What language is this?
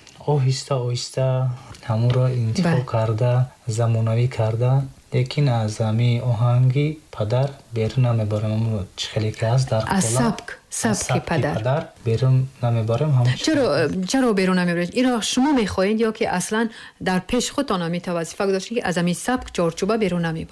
Tajik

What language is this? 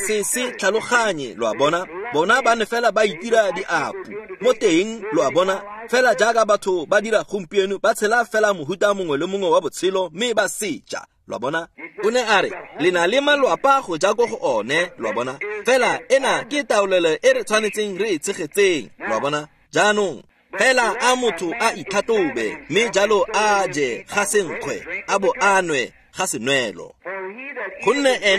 Tswana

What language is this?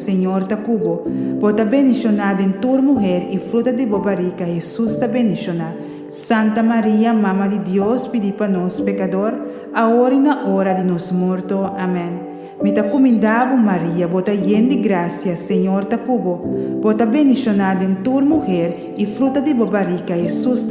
Papiamento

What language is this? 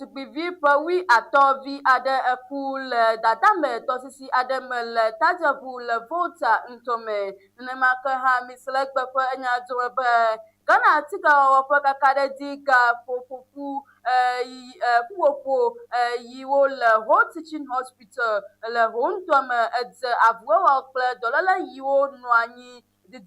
Ewe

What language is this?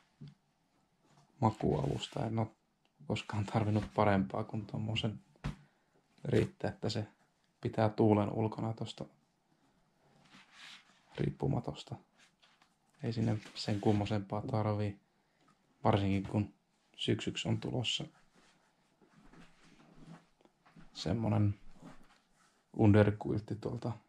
Finnish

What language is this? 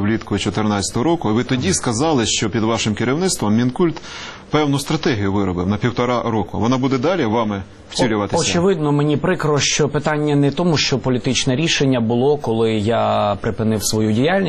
Ukrainian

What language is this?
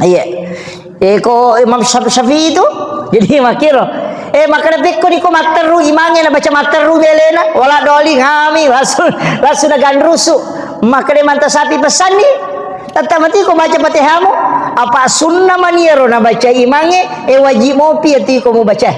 Buginese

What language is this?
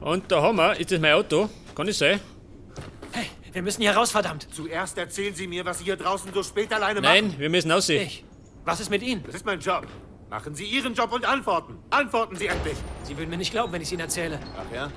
Bavarian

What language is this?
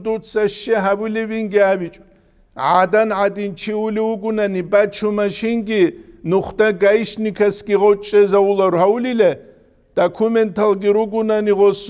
Avaric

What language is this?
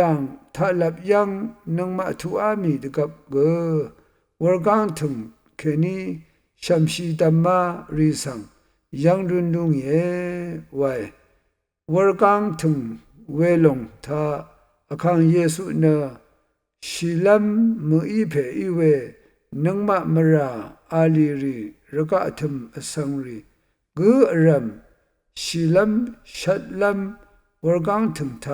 Rawang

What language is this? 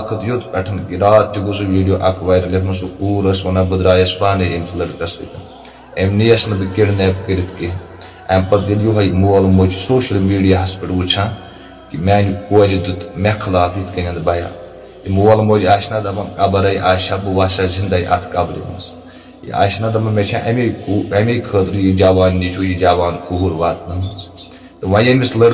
Kashmiri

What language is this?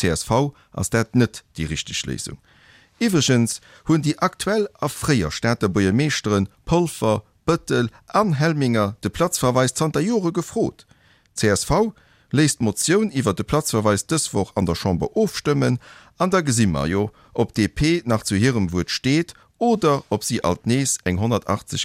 Luxembourgish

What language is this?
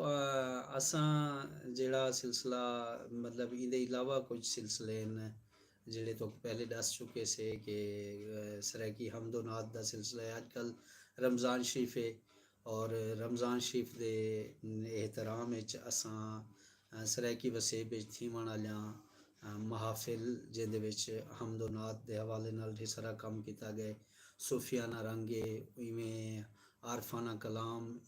Saraiki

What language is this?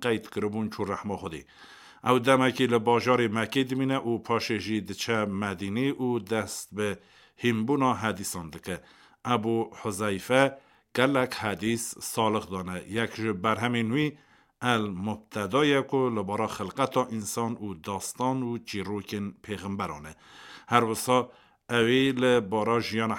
Kurdish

